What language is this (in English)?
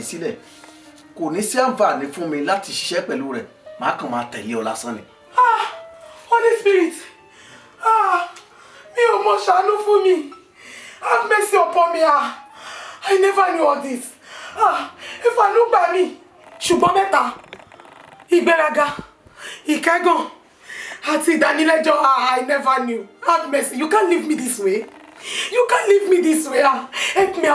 Yoruba